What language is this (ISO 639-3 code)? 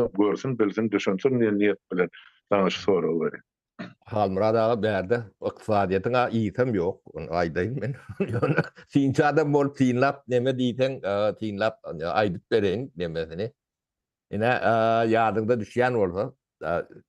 tuk